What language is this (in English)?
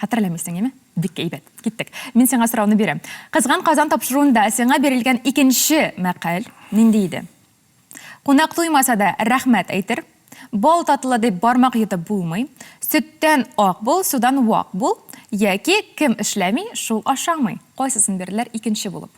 Tatar